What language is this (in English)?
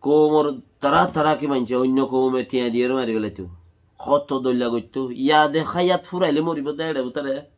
Rohingya